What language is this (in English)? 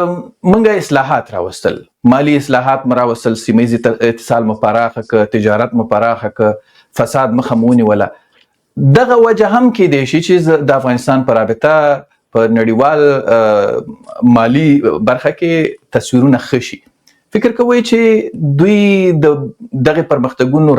Pashto